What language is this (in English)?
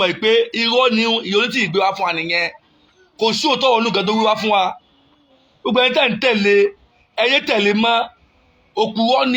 Yoruba